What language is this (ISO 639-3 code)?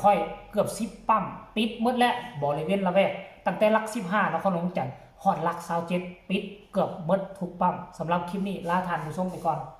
tts